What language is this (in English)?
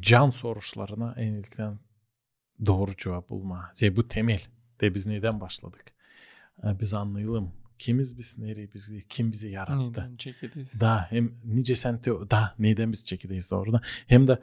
Gagauz